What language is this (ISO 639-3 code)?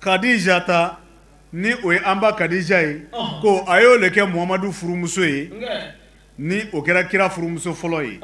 bam